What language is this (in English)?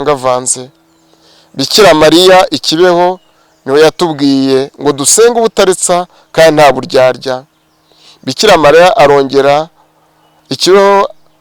Kinyarwanda